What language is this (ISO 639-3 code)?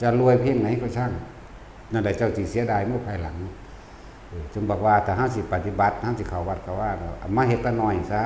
lao